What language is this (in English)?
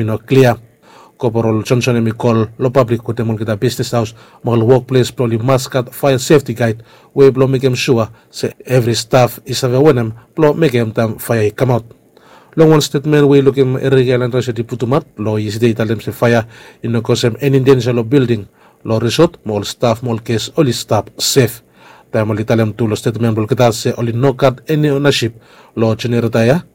Bislama